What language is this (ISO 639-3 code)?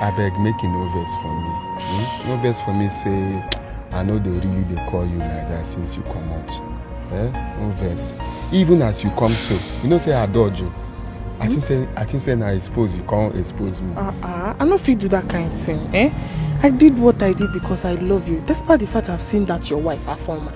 pcm